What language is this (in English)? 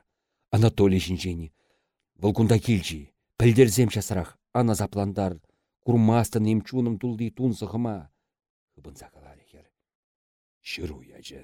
Chuvash